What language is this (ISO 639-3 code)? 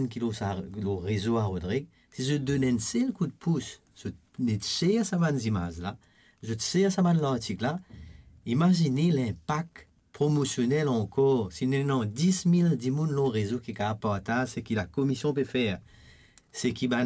mfe